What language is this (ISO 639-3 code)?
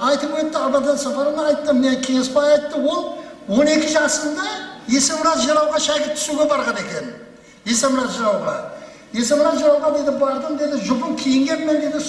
kaa